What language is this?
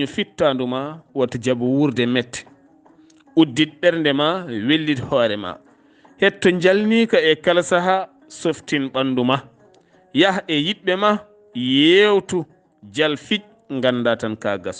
Fula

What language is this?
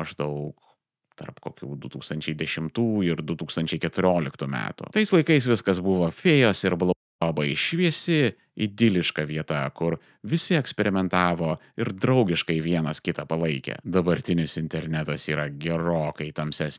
Lithuanian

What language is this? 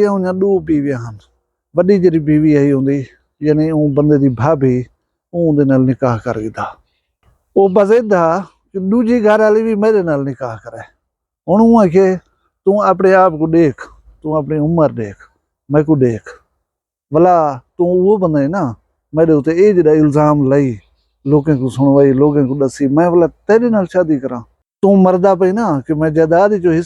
Saraiki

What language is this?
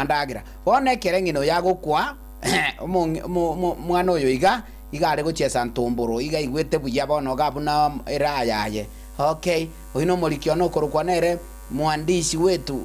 Gusii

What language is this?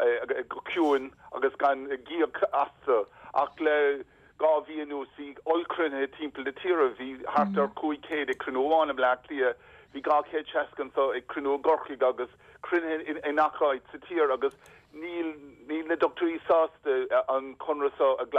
Irish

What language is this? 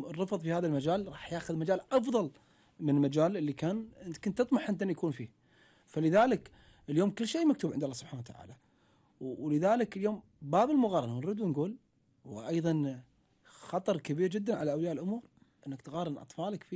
Gulf Arabic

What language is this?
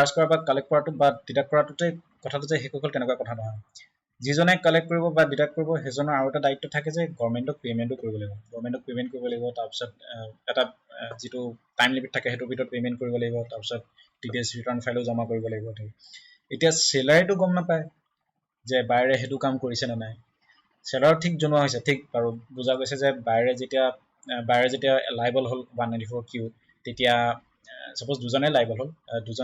Assamese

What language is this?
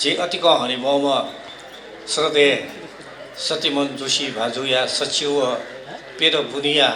Newari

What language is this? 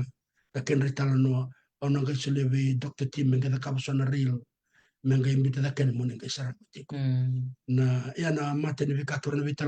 Fijian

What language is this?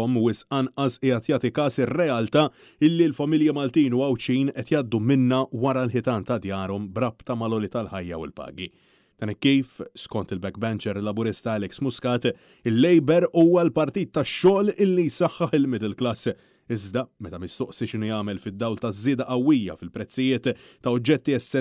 Maltese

